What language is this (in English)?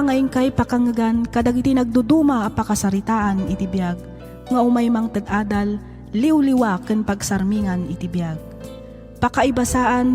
Iloko